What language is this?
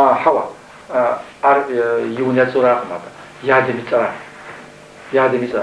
Kabardian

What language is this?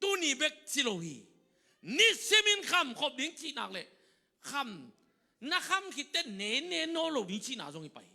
Tedim Chin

